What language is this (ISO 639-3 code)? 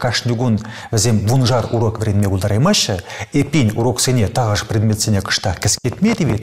chv